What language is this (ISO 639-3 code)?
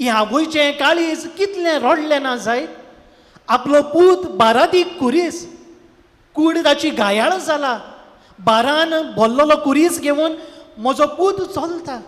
kok